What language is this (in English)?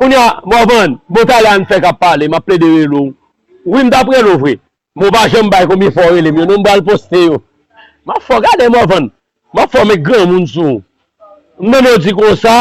Haitian Creole